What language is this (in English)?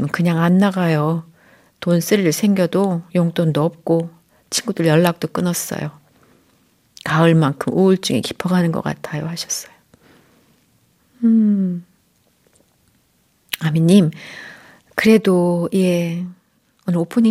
Korean